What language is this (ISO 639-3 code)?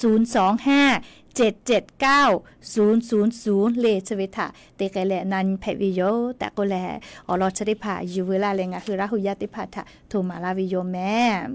lhu